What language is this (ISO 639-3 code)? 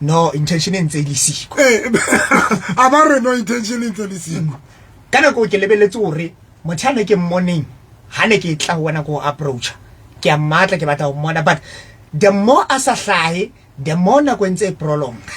sot